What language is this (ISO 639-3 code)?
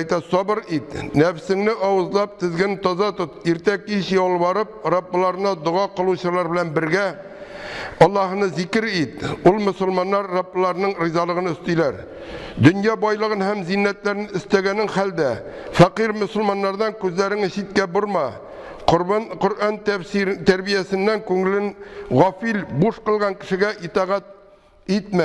tat